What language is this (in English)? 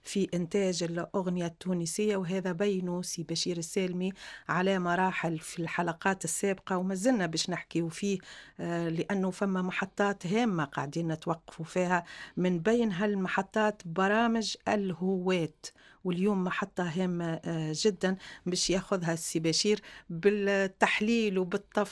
Tunisian Arabic